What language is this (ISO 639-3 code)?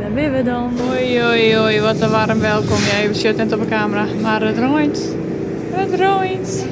fry